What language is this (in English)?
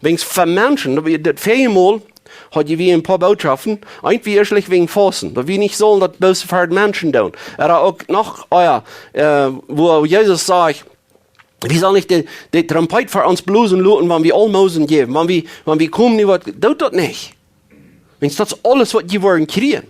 Plautdietsch